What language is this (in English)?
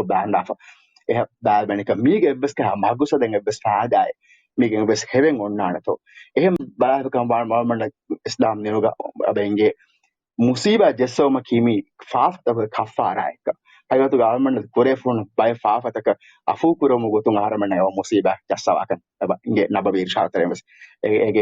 Divehi